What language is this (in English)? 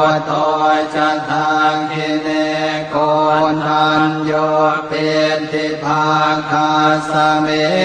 Pali